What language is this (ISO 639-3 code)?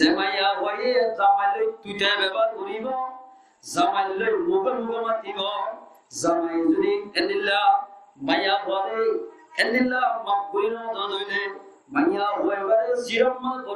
rhg